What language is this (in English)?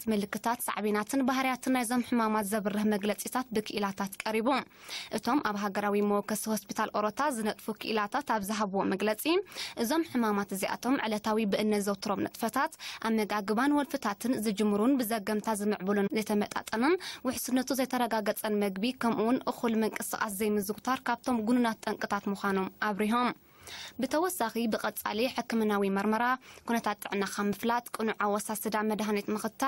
Tigrinya